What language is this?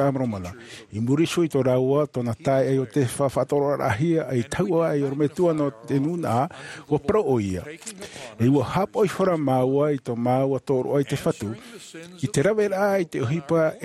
Tahitian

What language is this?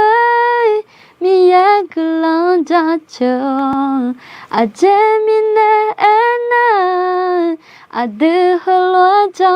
Akha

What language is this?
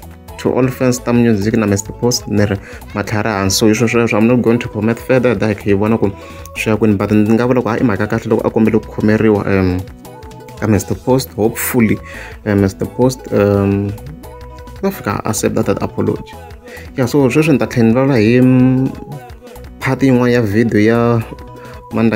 Tsonga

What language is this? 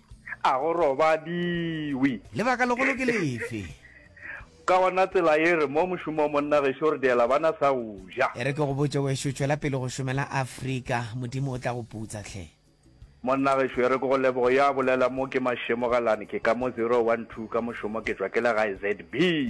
Northern Sotho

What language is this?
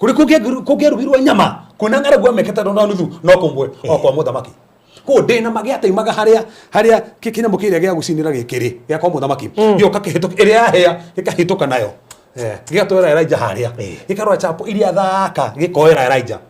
Kikuyu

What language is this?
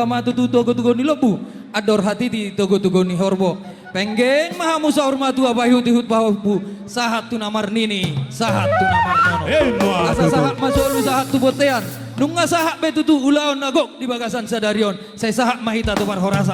Batak Toba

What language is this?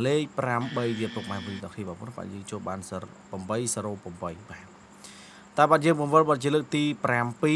Khmer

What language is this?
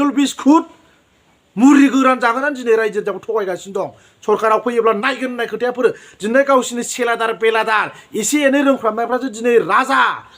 Bodo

